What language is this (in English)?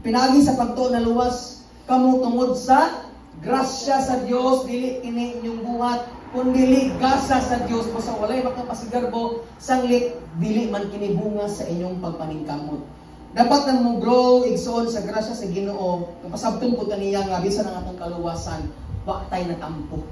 Cebuano